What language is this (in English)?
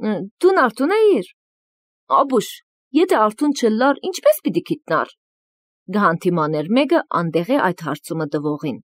Armenian